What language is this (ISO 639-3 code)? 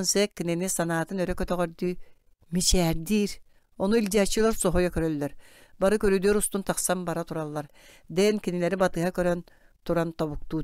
sah